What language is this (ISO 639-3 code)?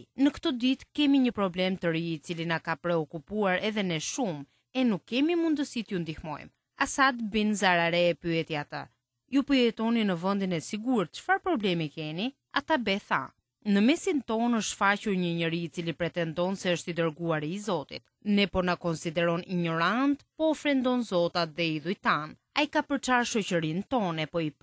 sqi